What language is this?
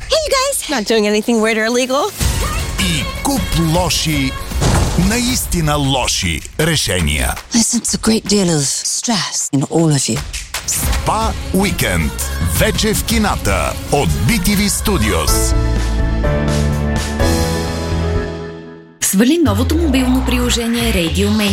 Bulgarian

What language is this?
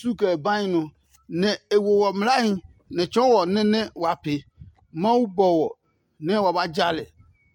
Adangme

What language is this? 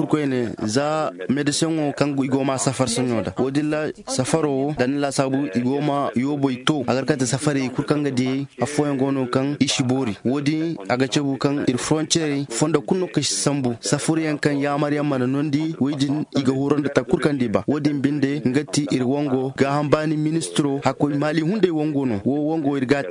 Zarma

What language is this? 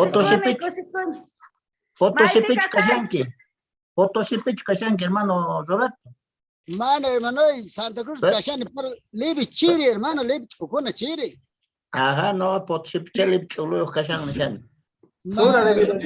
Quechua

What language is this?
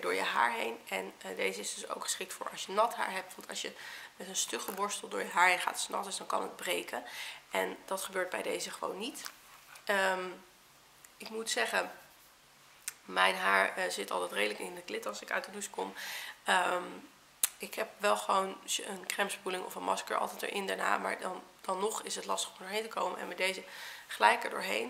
Dutch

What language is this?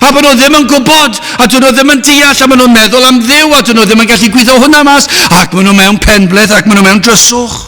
Welsh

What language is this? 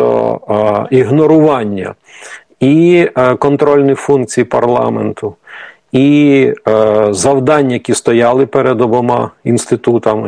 Ukrainian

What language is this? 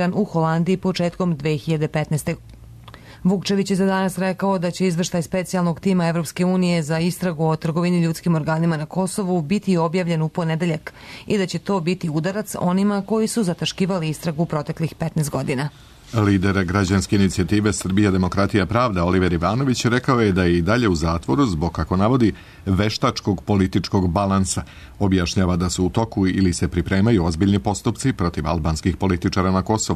Serbian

